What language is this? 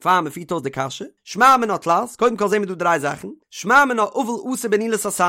Yiddish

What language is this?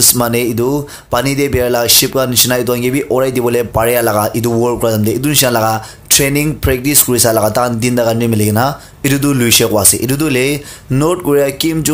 Naga Pidgin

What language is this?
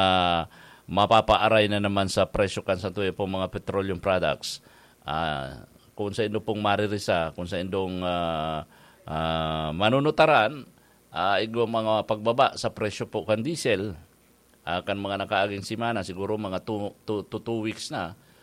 Bikol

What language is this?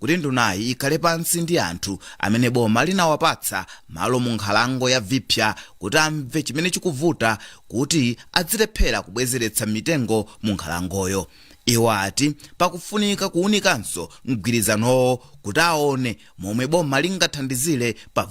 Nyanja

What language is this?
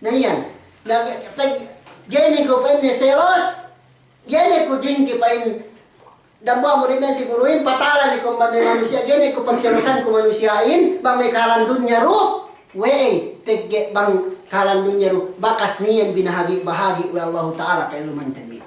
Yakan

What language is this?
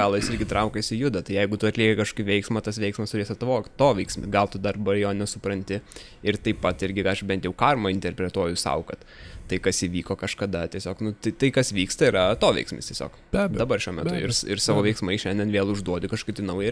Lithuanian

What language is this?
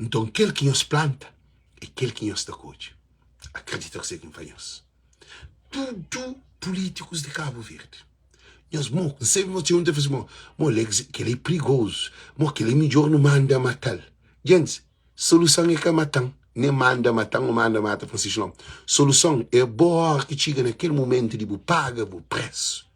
Kabuverdianu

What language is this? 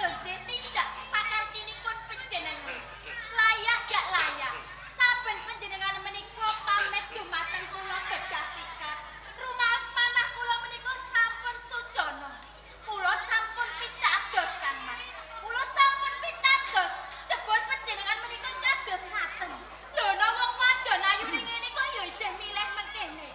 Javanese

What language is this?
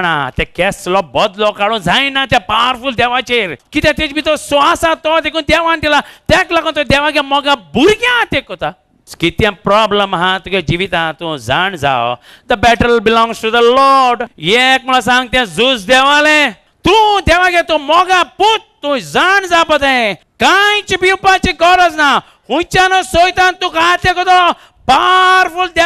Konkani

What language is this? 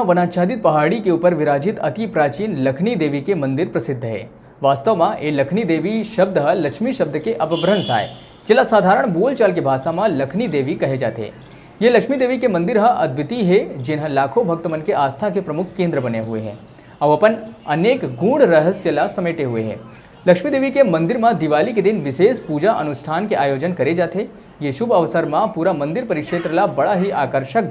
Chhattisgarhi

